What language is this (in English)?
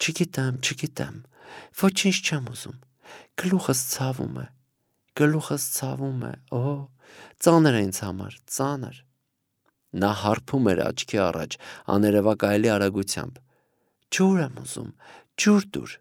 Armenian